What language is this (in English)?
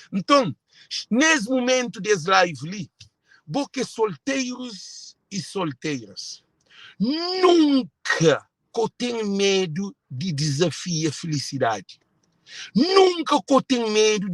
Kabuverdianu